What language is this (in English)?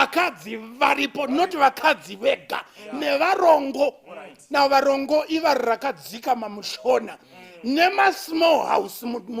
Shona